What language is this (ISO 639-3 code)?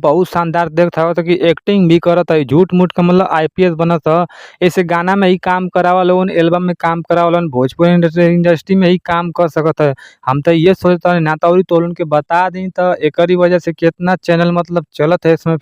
bho